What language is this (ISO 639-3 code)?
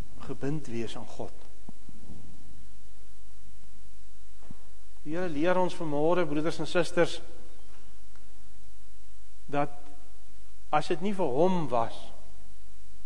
afr